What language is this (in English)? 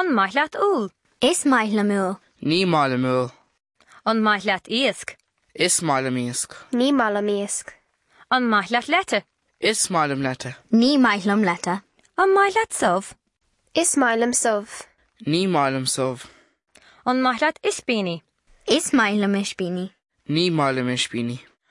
Irish